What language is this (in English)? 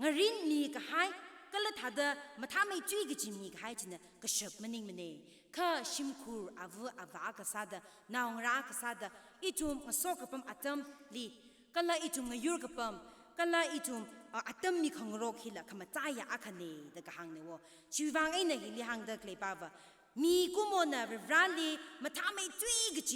Tangkhul Naga (India)